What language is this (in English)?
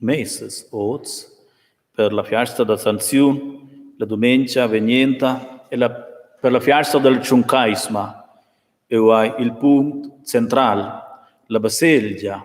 Romansh